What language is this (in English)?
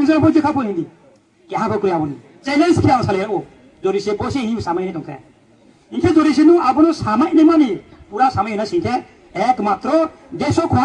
Riang (India)